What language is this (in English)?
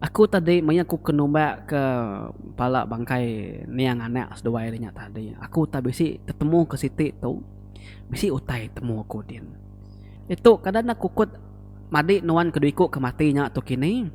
Iban